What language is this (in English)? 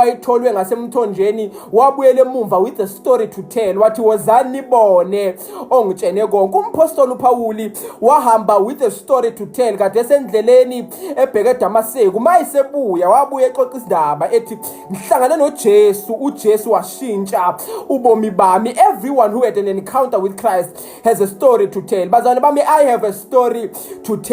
Zulu